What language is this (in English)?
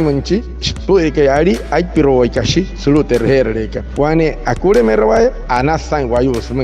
Wayuu